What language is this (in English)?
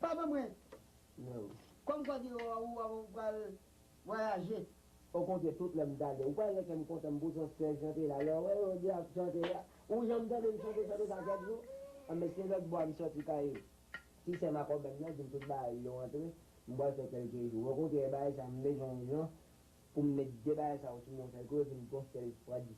Haitian Creole